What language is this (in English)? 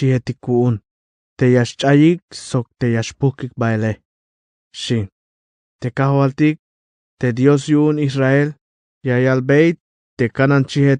Tzeltal